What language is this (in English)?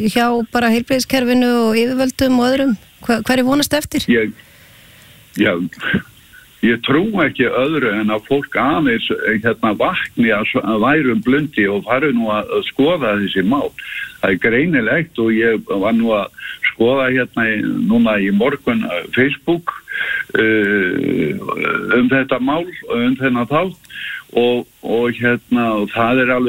Icelandic